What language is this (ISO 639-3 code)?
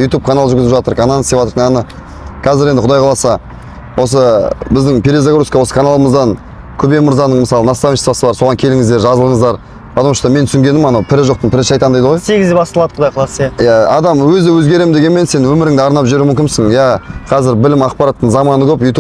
kaz